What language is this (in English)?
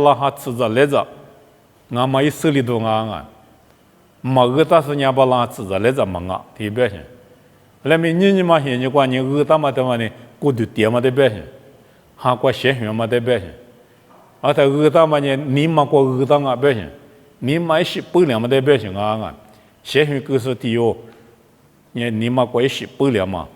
Lisu